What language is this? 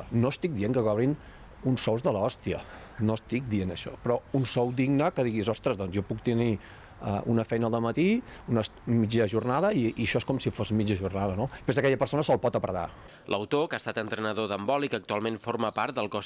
Catalan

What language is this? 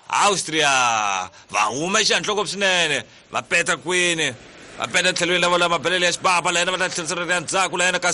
Tsonga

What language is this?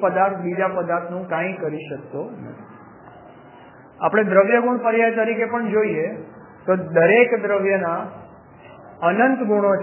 Gujarati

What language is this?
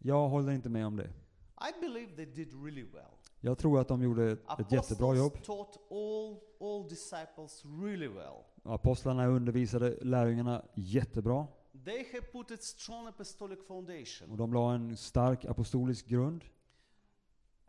Swedish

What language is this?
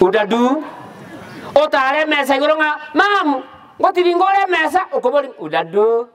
Gusii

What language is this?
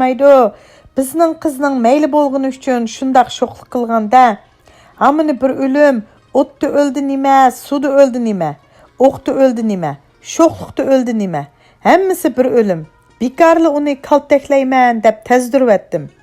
Uyghur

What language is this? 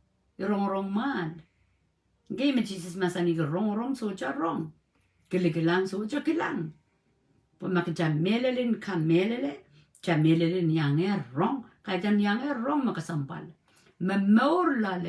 Pohnpeian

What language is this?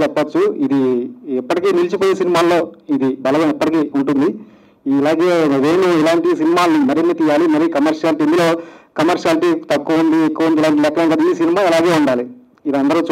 Telugu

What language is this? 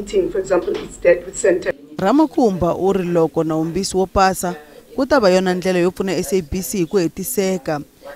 Tsonga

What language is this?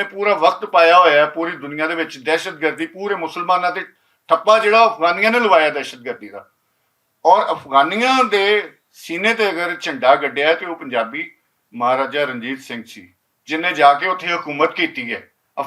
Western Panjabi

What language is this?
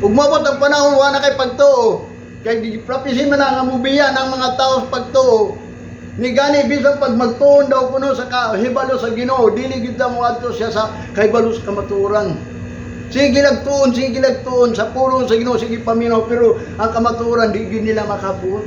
Cebuano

